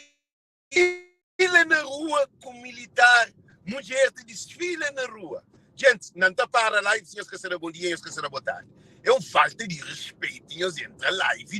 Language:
Kabuverdianu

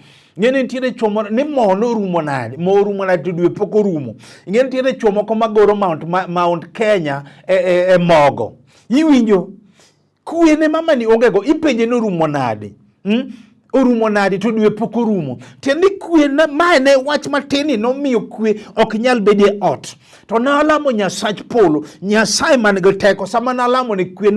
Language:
Luo (Kenya and Tanzania)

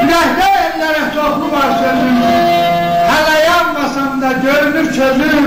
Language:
South Azerbaijani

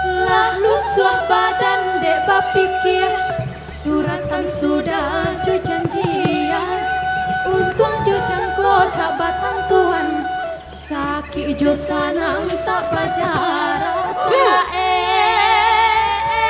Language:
Minangkabau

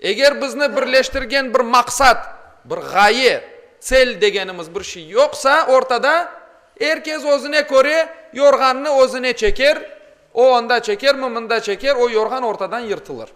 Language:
Crimean Tatar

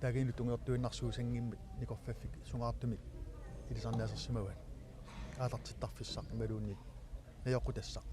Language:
Kalaallisut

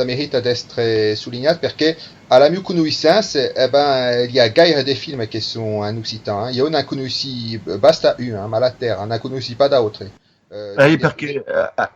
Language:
Occitan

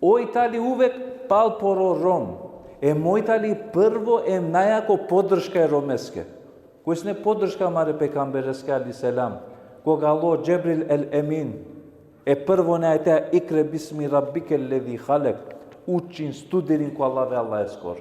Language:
Balkan Romani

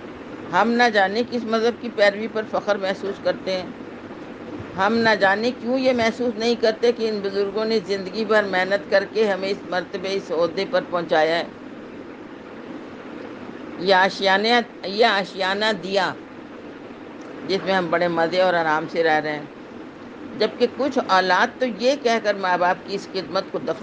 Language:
Urdu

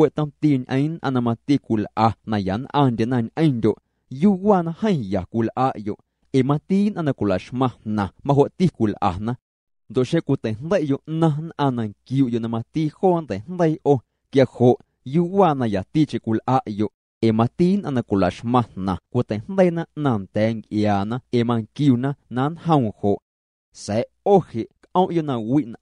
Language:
Guerrero Amuzgo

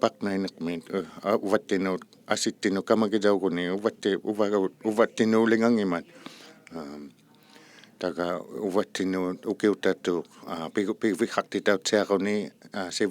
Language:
Inuktitut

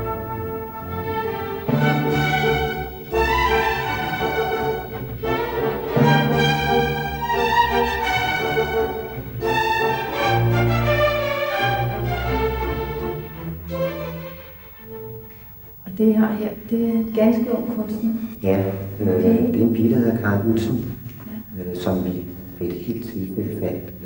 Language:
Danish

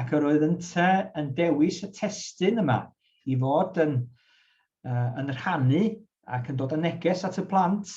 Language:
Welsh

